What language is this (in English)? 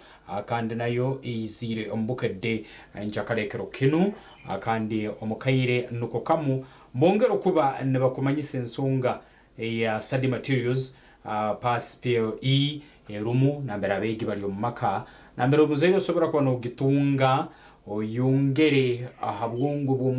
Nyankole